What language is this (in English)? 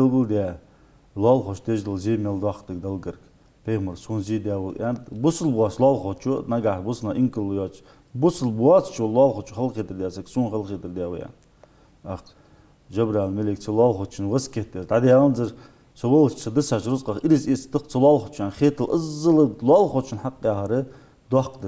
Ingush